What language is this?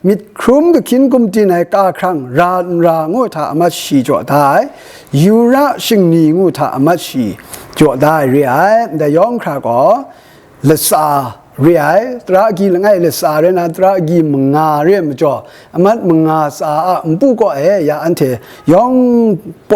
Kachin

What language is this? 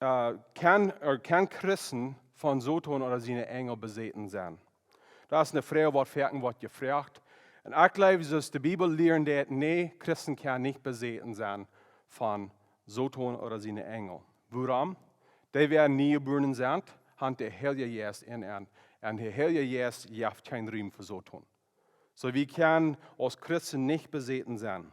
Plautdietsch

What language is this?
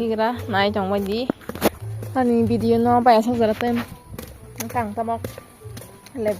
Kok Borok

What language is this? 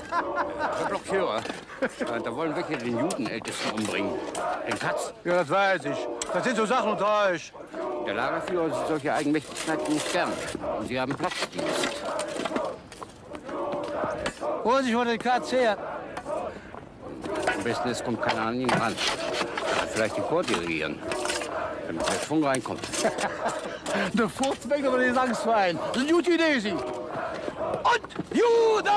German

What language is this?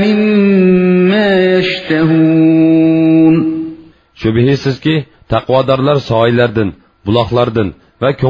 Uyghur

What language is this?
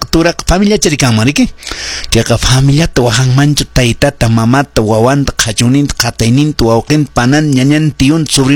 Quechua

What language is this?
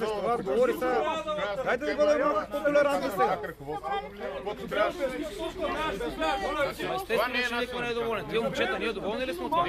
Bulgarian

